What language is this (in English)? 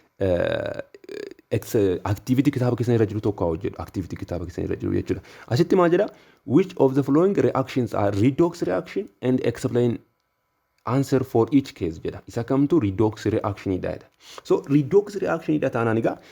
Oromo